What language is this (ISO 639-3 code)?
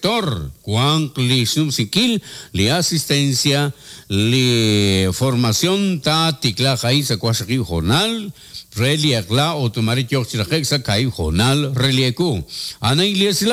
kek